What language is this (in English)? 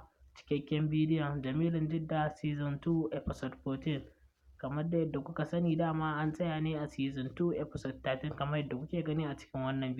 Hausa